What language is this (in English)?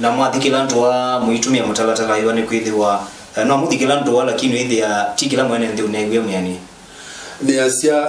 Kamba